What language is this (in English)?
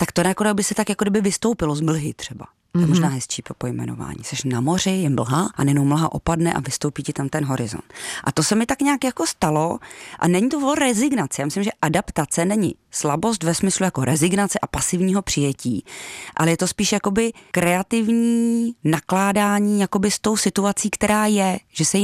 Czech